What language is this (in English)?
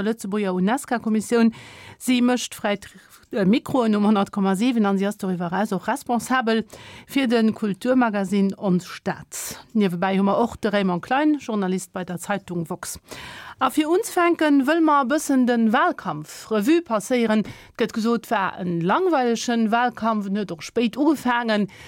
Luxembourgish